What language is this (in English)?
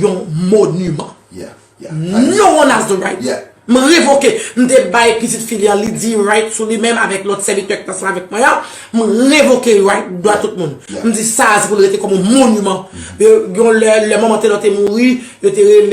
Haitian Creole